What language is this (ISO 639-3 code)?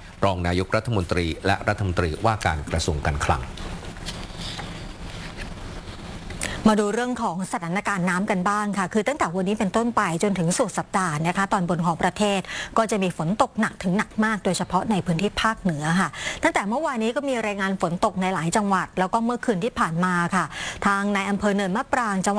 tha